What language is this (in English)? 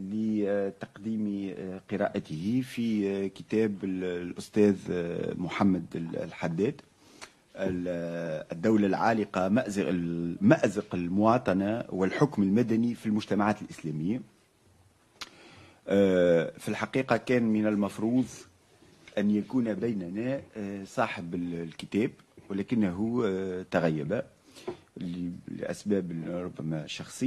Arabic